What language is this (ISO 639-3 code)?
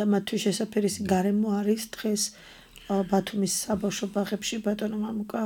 kat